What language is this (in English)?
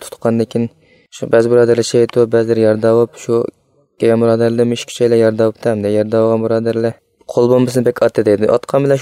Uyghur